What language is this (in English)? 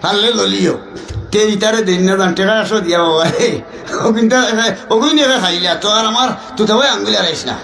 Sylheti